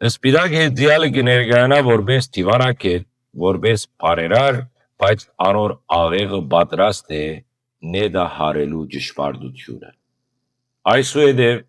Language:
Western Armenian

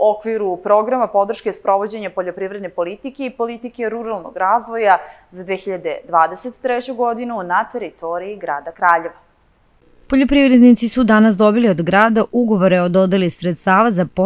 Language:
Serbian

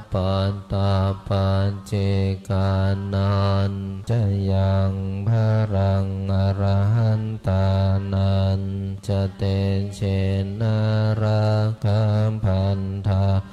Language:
Pali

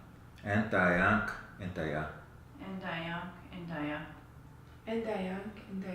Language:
Western Ojibwa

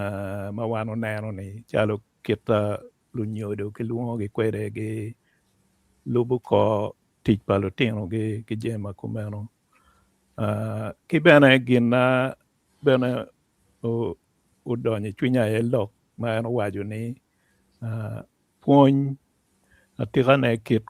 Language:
Acoli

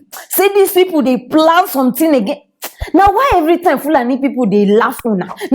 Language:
Nigerian Pidgin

